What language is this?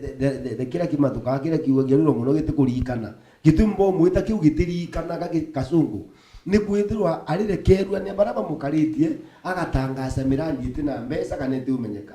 Meru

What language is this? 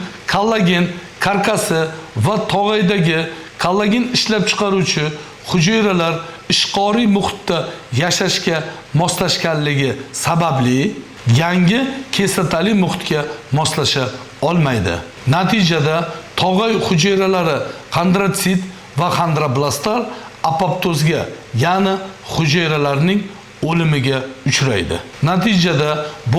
Uzbek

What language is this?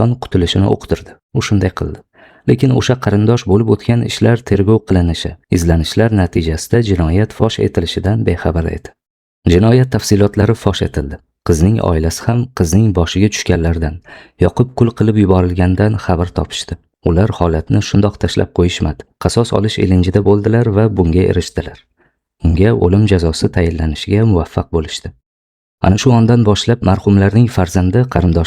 Uzbek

